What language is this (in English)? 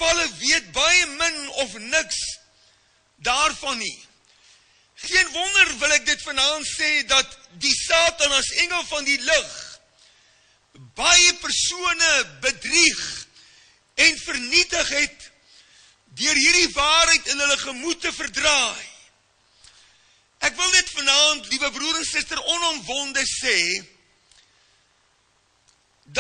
Afrikaans